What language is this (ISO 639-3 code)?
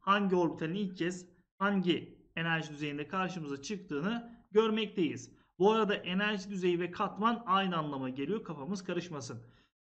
tur